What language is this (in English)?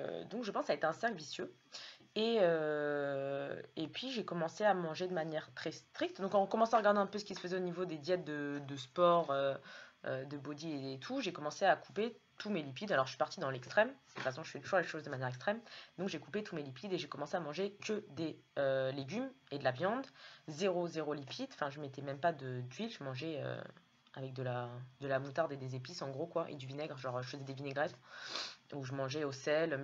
French